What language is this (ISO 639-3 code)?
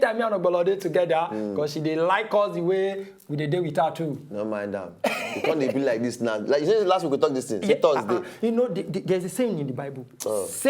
pcm